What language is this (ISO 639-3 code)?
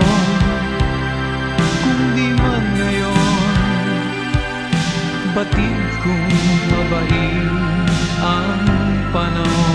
fil